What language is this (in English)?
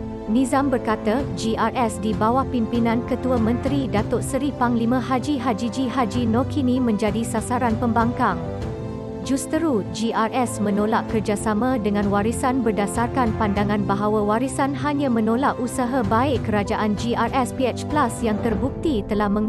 Malay